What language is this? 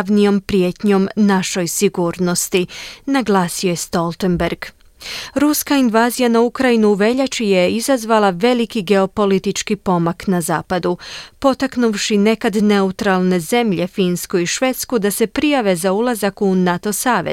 Croatian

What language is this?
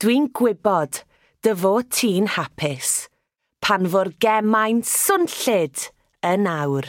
Welsh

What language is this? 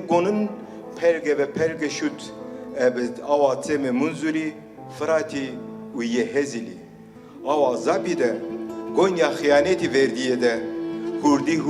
Kurdish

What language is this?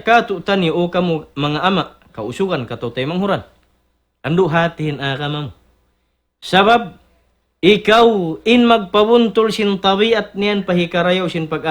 Tausug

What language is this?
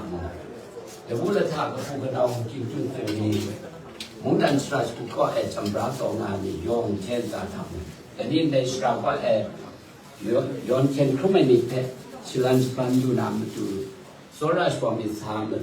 Kachin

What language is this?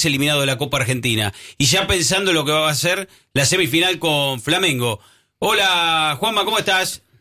Spanish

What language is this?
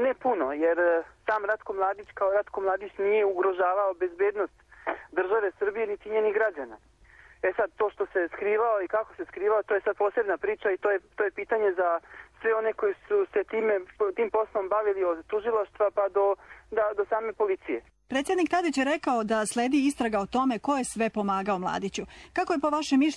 Serbian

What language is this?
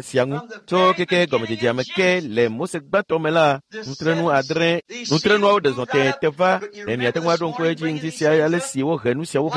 Ewe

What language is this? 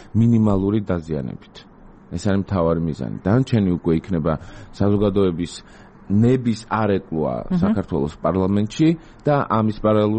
Georgian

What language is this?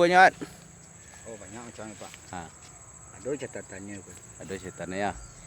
Minangkabau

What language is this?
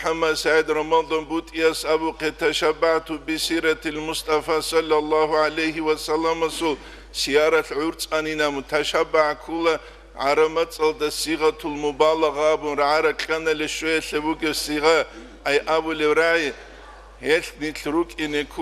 Avaric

